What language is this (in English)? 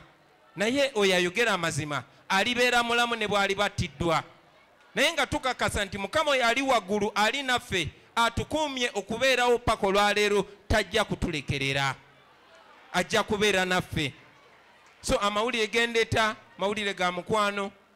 Ganda